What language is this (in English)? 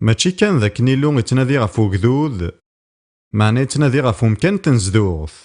Kabyle